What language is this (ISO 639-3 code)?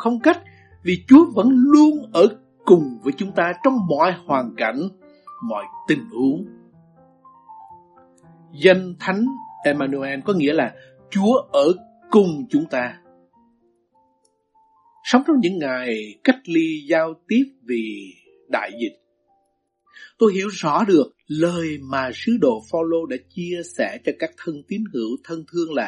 vie